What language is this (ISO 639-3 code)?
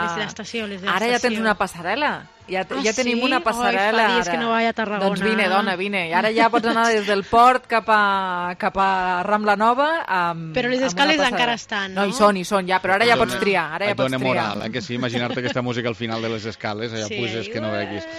cat